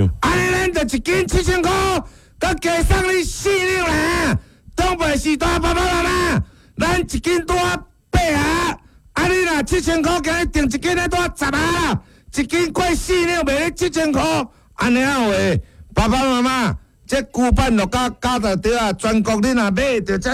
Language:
Min Nan Chinese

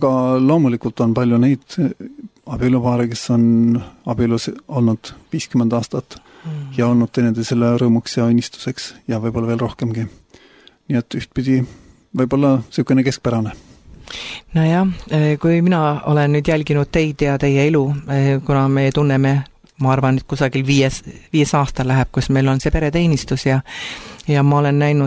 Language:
Estonian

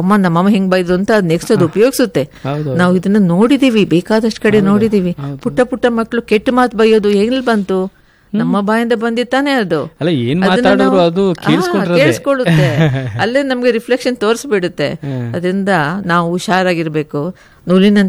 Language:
Kannada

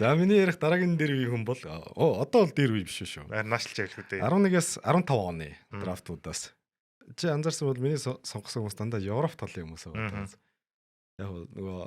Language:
Mongolian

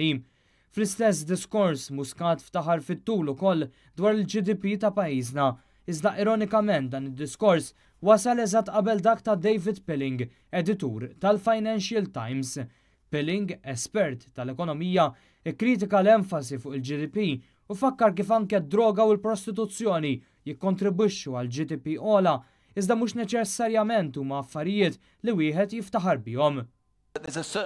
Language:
Maltese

